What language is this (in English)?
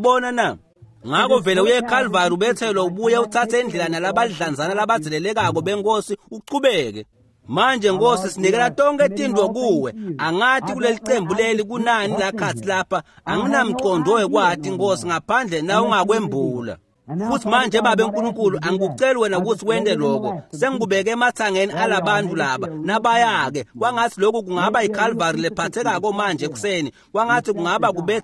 Swati